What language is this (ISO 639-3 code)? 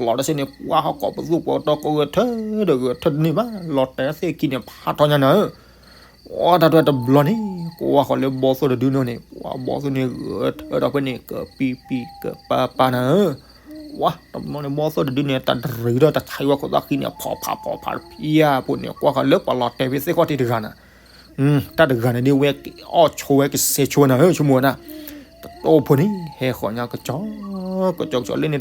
ksw